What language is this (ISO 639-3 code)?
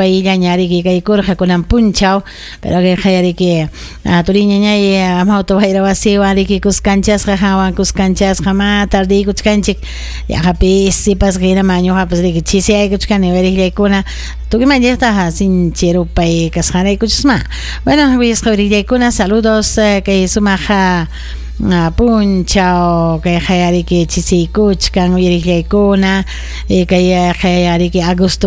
quy